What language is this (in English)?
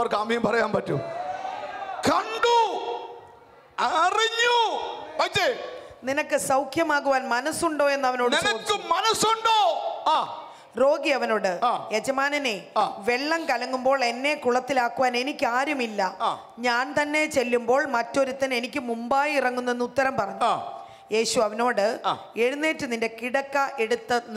Malayalam